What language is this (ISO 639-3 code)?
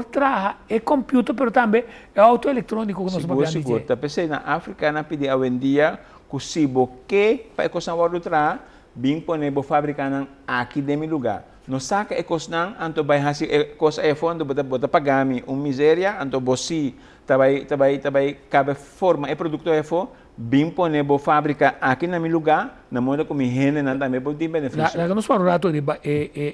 pap